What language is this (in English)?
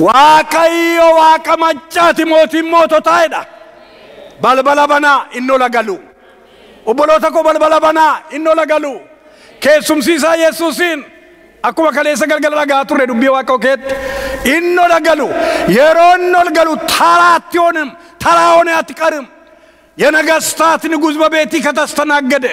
Oromo